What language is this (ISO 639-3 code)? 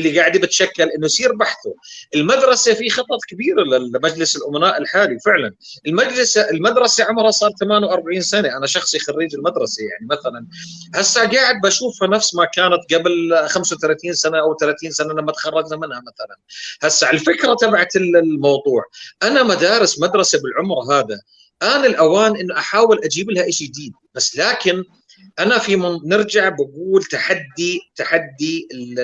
apc